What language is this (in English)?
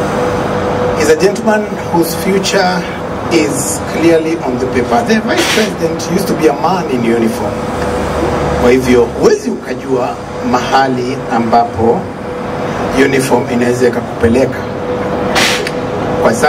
Swahili